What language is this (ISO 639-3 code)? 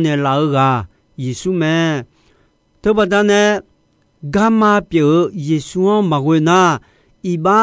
ahk